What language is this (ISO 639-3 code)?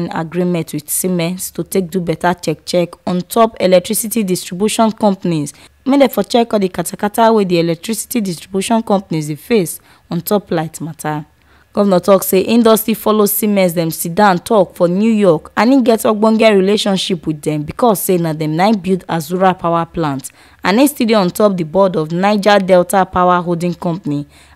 pcm